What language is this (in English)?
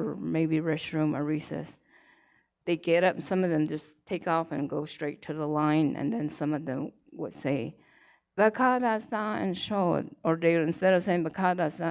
Navajo